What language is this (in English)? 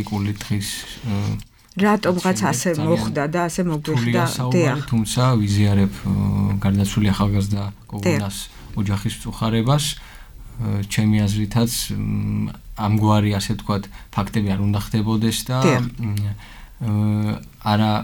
Georgian